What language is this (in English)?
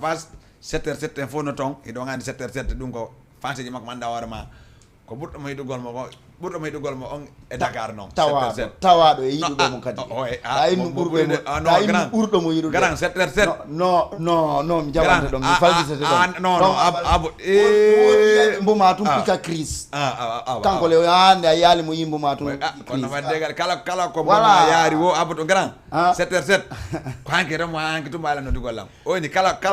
Fula